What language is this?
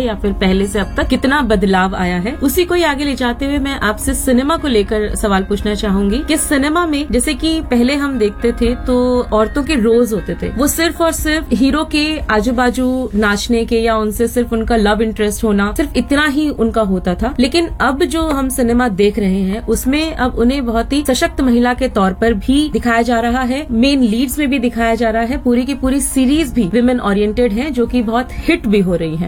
Hindi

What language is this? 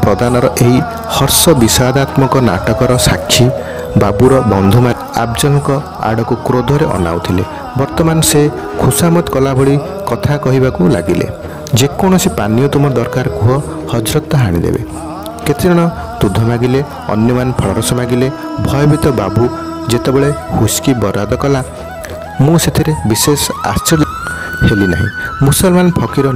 Odia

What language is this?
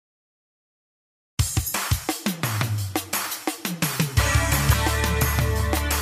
Romanian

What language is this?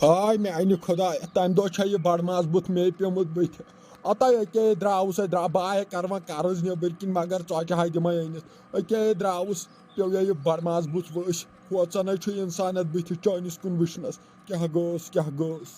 Kashmiri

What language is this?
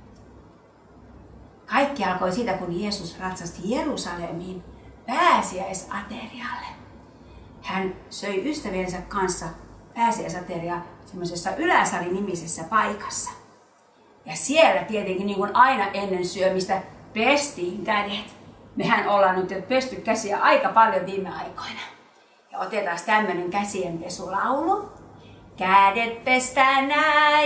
Finnish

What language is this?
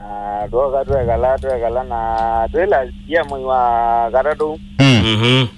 Kamba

